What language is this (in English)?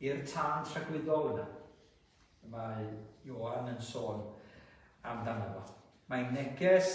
Welsh